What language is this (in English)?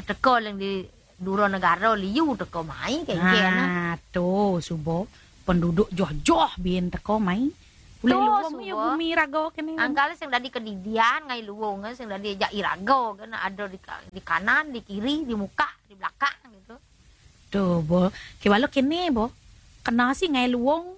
Balinese